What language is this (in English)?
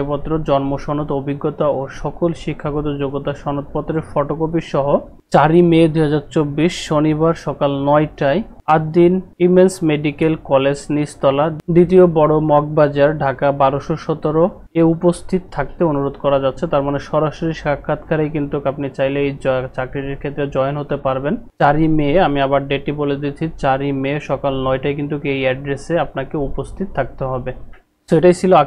Bangla